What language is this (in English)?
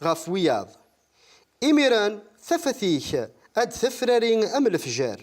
Kabyle